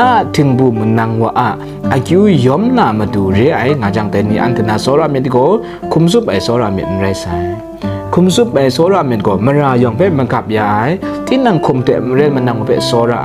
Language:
Kachin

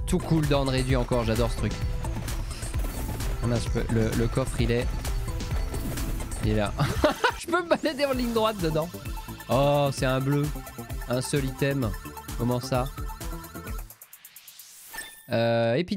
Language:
French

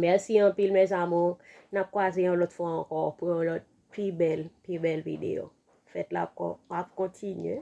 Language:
Haitian Creole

